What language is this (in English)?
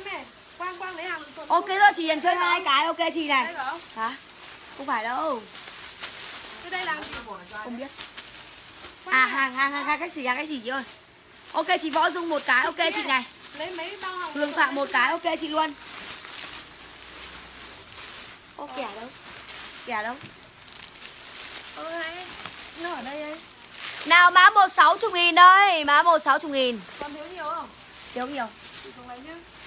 Vietnamese